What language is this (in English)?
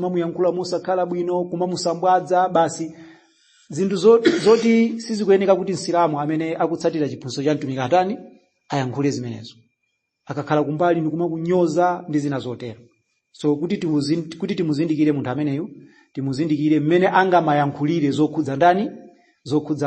Nyanja